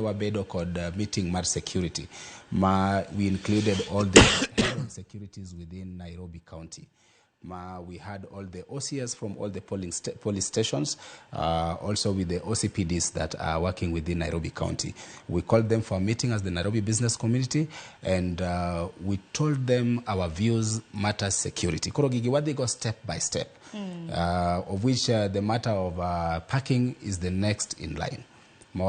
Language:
Luo (Kenya and Tanzania)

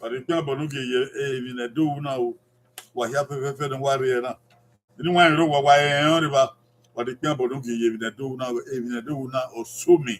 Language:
Bini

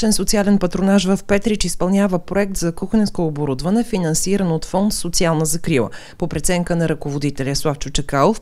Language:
Bulgarian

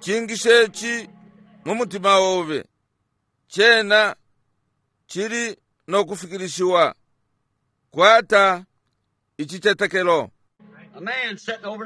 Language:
Bemba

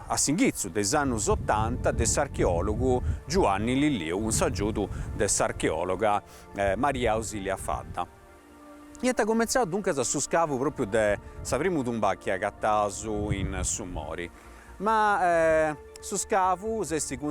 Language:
Sardinian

